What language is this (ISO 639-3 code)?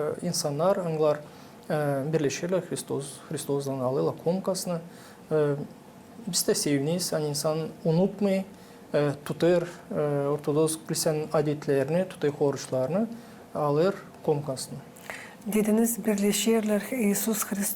gag